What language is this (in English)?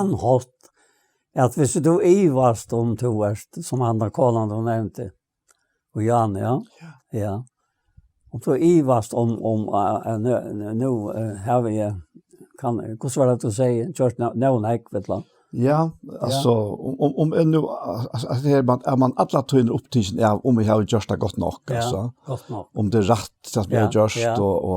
Faroese